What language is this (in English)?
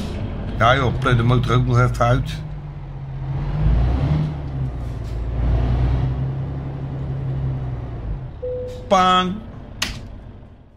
Dutch